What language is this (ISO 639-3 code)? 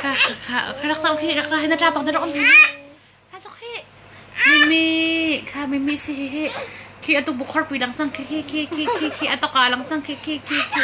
cnh